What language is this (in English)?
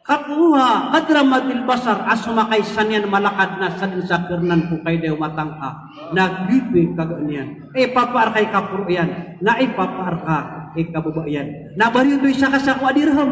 Maranao